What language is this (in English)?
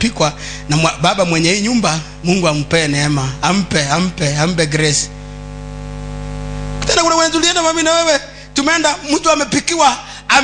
Swahili